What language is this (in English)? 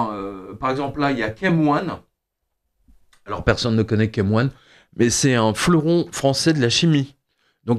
French